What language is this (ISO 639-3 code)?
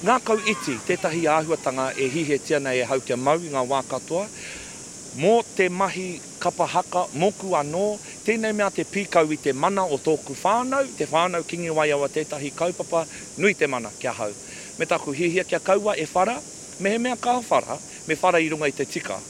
mri